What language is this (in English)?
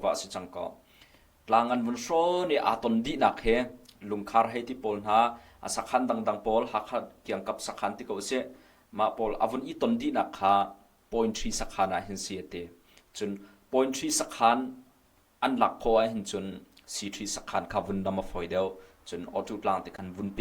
Hakha Chin